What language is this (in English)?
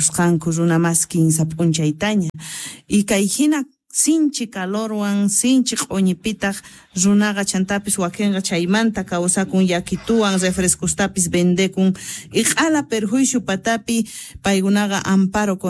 Quechua